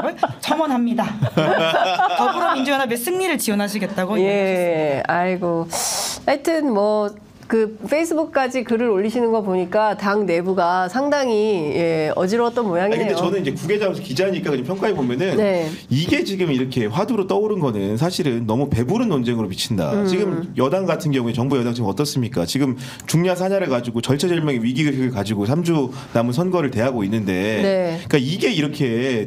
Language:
Korean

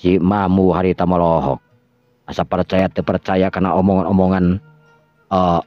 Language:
Sundanese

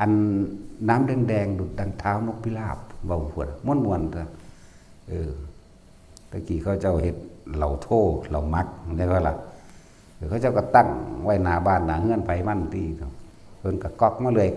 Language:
Northeastern Thai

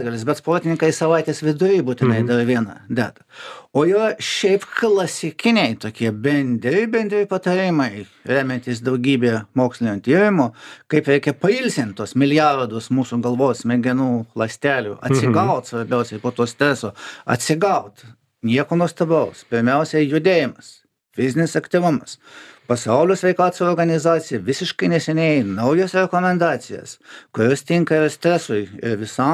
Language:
Lithuanian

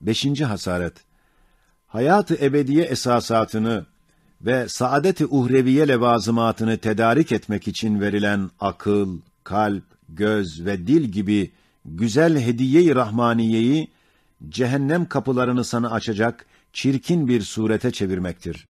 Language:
Ottoman Turkish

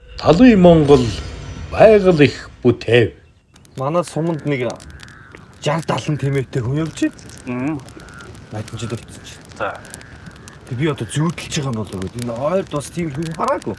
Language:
Mongolian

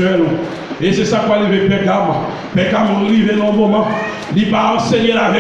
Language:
Haitian Creole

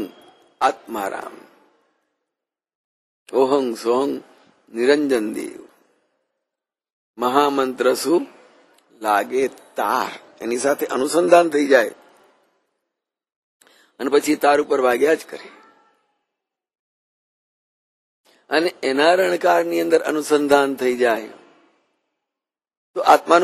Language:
Gujarati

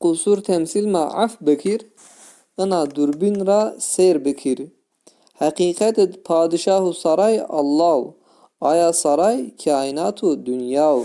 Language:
Zaza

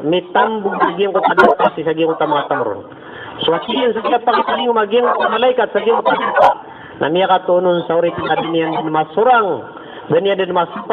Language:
Maranao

